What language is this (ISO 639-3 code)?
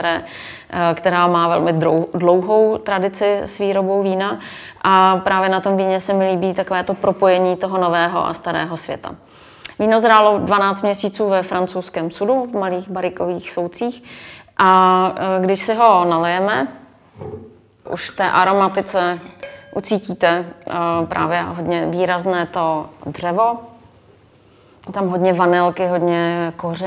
ces